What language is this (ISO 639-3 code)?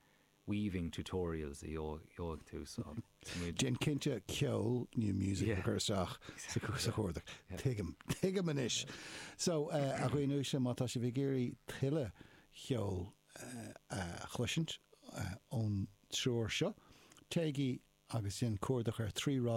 gle